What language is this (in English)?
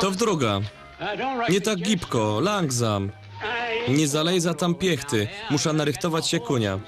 Silesian